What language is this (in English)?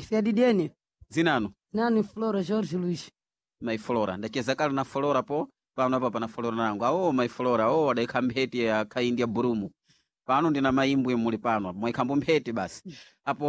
Sena